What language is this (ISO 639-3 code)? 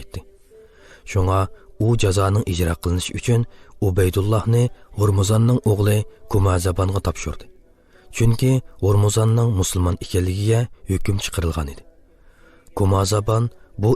uig